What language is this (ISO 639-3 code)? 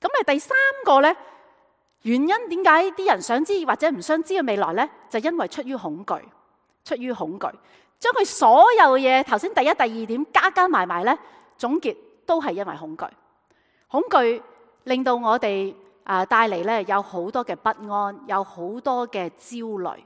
yue